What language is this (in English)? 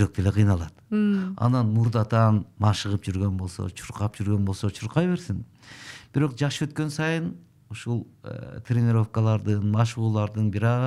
Kyrgyz